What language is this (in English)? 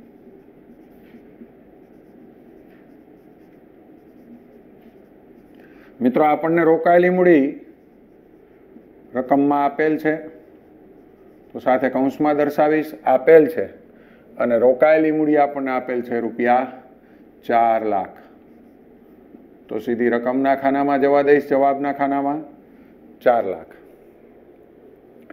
Gujarati